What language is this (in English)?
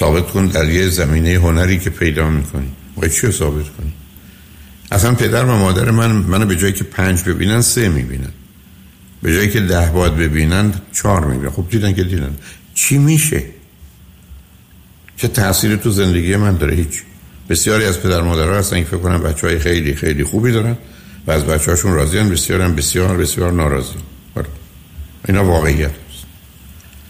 Persian